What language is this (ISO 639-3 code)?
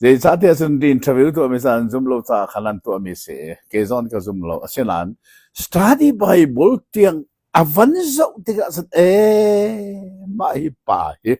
cnh